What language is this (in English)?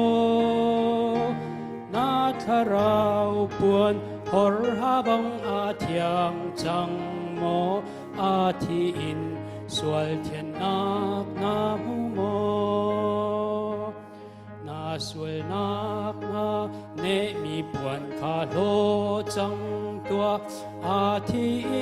Hakha Chin